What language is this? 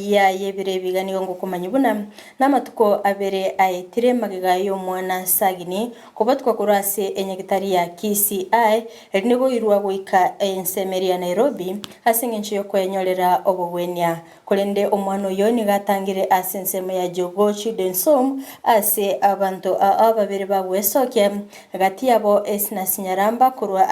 Gusii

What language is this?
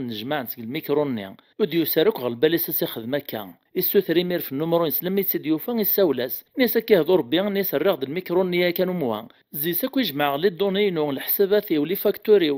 Kabyle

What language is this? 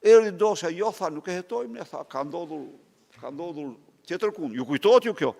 Albanian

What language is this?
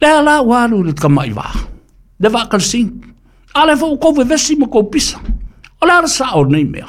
Samoan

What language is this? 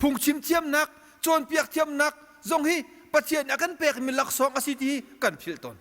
Hakha Chin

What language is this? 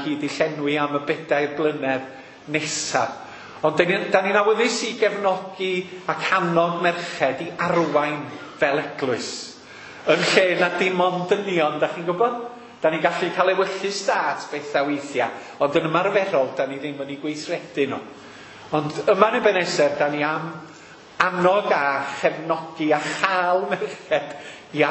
Welsh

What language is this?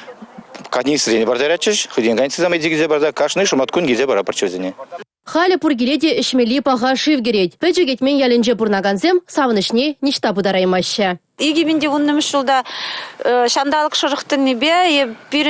Chuvash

